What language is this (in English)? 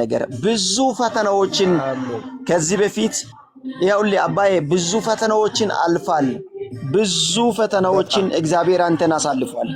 Amharic